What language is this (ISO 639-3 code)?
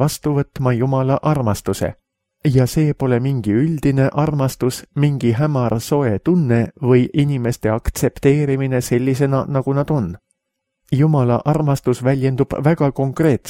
est